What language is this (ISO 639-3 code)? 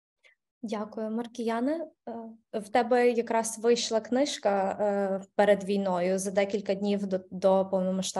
ukr